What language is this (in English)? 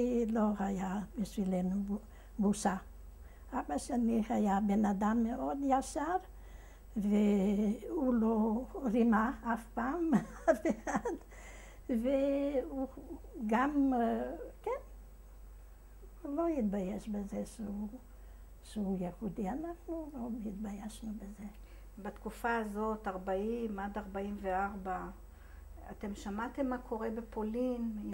Hebrew